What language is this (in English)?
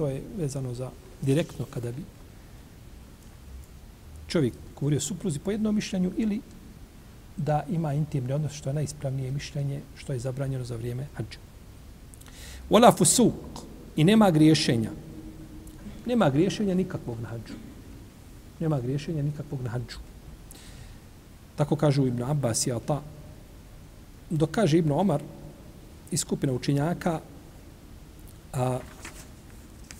Bosnian